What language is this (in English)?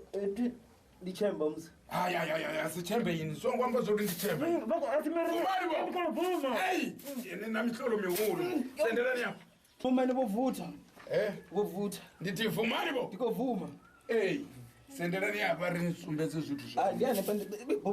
Venda